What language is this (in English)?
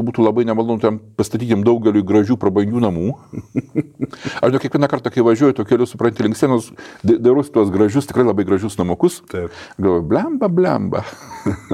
Lithuanian